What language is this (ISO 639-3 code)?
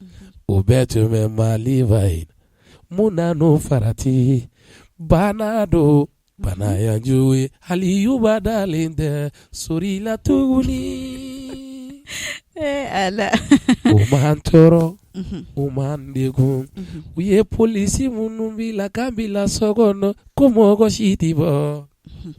bam